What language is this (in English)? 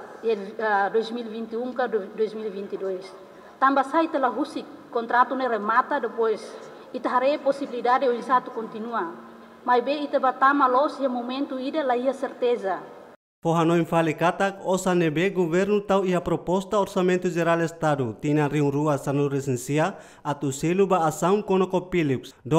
Tetum